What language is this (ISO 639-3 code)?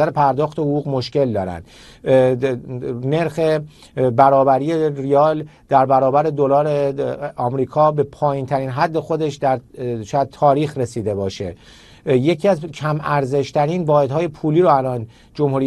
fas